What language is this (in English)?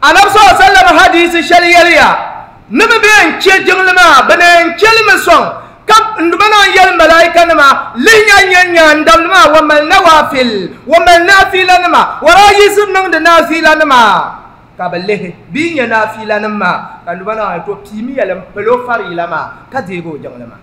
Dagbani